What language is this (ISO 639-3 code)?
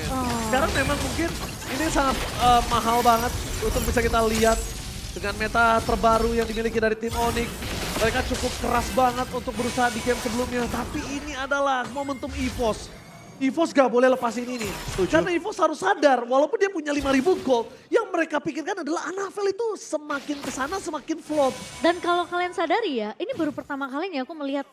ind